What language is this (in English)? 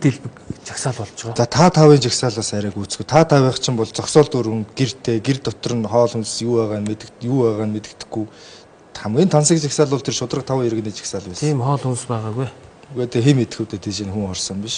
Mongolian